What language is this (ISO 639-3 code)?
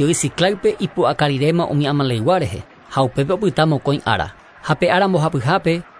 grn